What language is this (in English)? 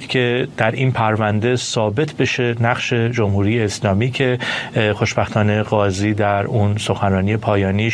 Persian